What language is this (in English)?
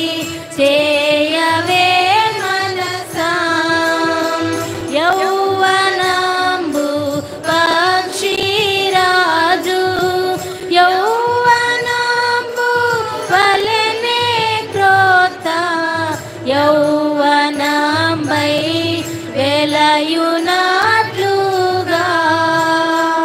Telugu